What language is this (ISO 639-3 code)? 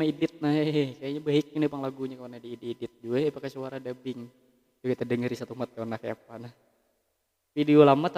bjn